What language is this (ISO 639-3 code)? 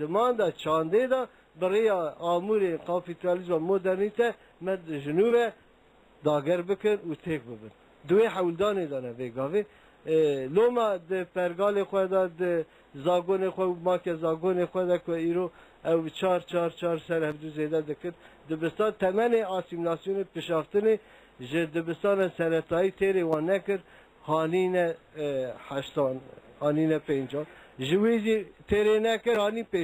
kur